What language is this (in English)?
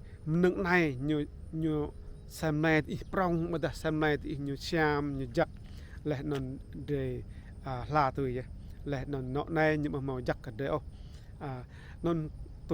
Rade